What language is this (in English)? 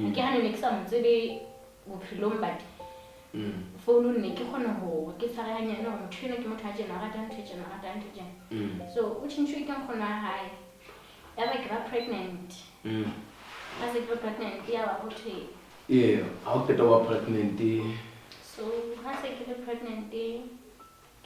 Southern Sotho